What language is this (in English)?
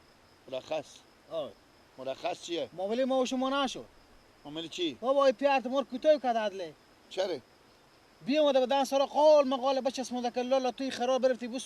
Persian